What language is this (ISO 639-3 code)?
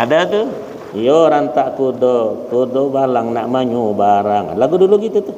bjn